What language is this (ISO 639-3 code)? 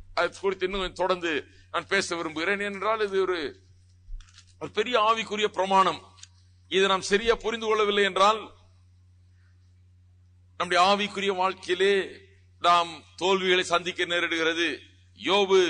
tam